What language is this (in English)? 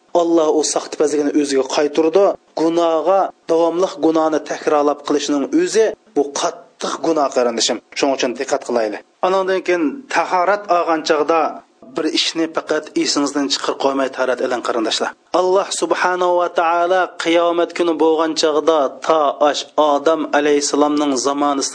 Uyghur